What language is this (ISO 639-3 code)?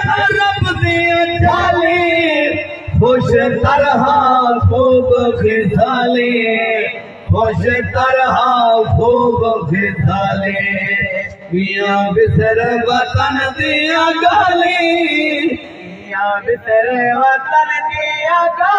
skr